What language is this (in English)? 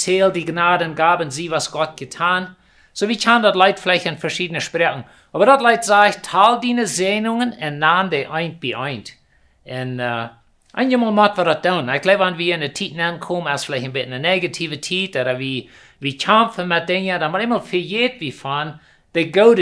Plautdietsch